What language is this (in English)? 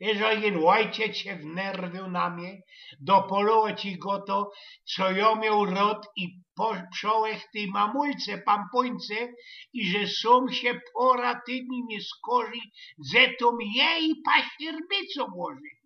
Silesian